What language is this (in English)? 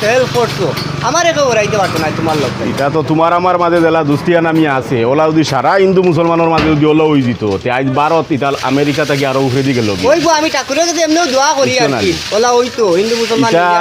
Sylheti